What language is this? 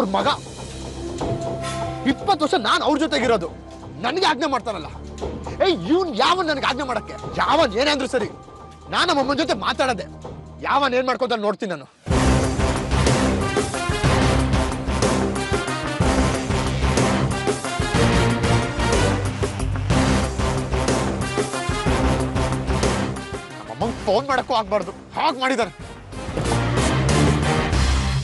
Kannada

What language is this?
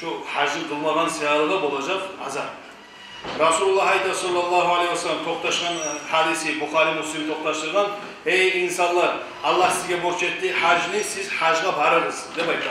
Kumyk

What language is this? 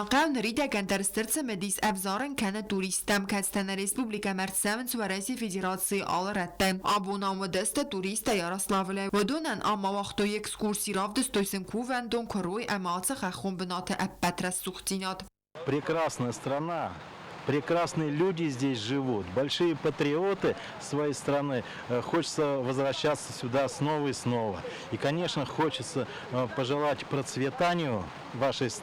Ossetic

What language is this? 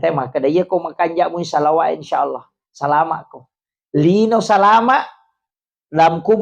Buginese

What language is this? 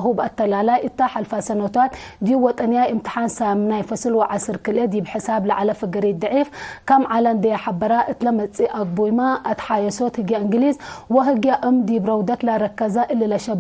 Tigre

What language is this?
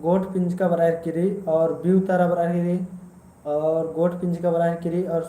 Kurukh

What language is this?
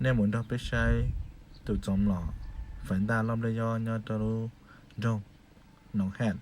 Hmong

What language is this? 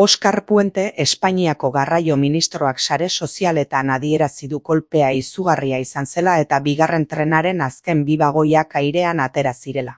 Basque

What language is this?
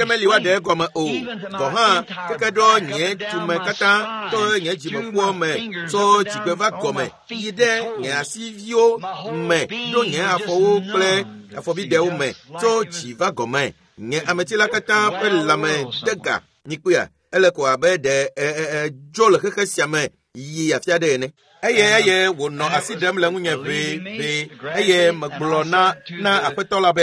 Ewe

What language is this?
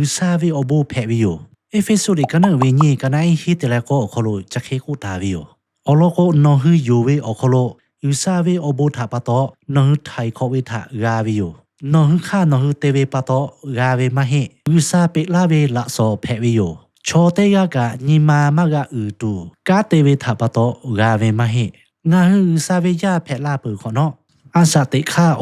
Lahu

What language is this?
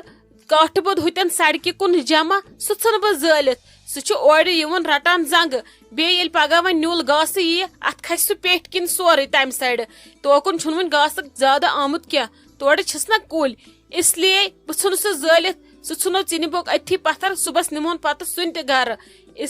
Kashmiri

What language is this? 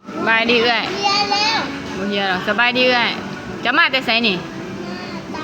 Northeastern Thai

